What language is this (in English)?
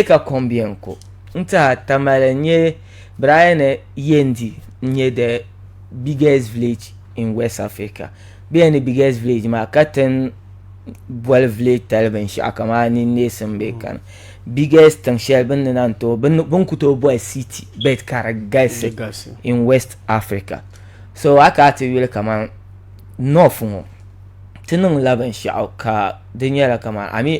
Dagbani